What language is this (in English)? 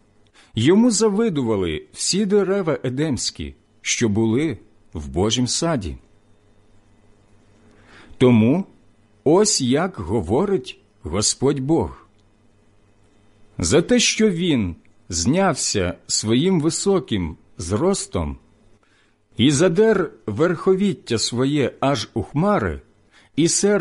Ukrainian